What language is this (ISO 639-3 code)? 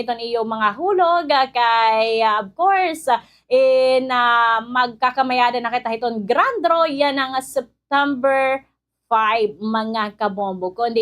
war